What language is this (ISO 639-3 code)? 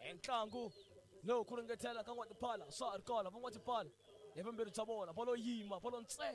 tso